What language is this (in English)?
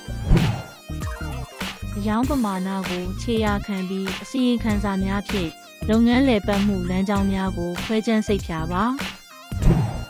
Burmese